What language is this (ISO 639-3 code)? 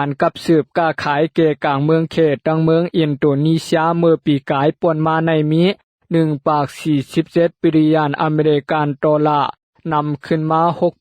shn